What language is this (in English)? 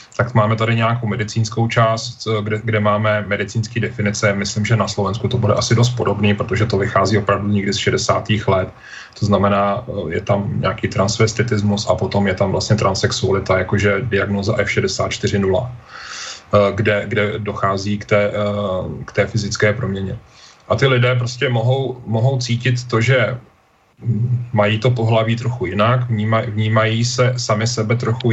Czech